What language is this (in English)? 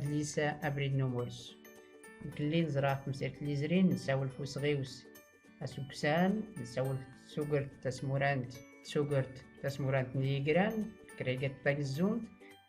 Tachelhit